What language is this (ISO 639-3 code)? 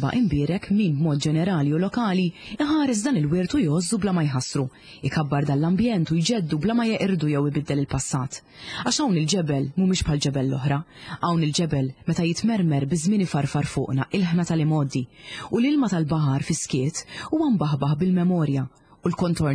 mlt